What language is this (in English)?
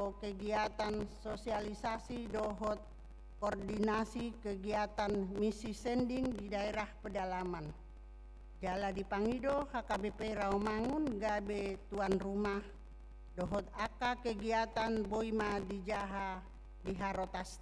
Batak Toba